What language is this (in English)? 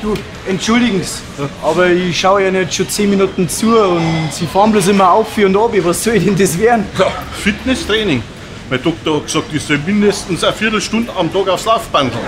Bavarian